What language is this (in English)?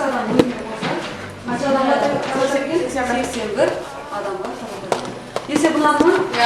Kazakh